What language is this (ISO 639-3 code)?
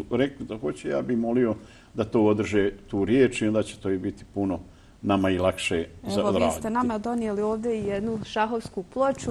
bos